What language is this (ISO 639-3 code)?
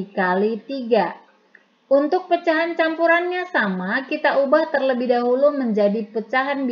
ind